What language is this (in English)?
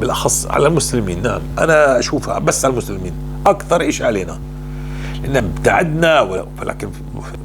North Levantine Arabic